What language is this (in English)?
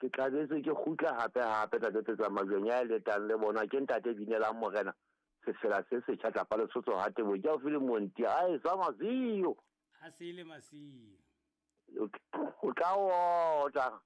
Southern Sotho